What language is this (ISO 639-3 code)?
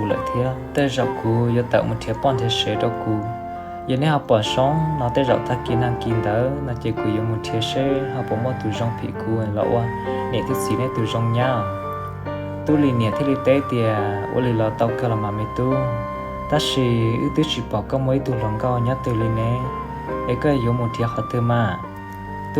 hmn